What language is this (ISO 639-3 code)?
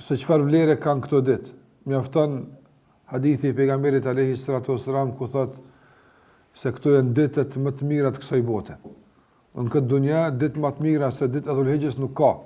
sqi